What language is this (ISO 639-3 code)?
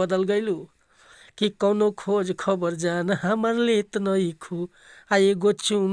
bho